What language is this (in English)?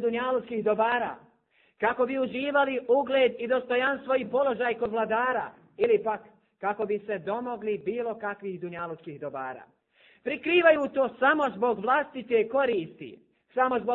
Bosnian